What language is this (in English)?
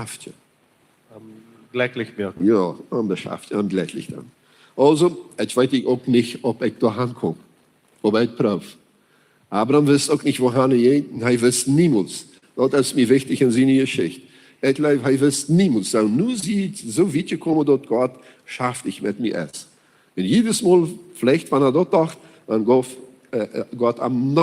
Plautdietsch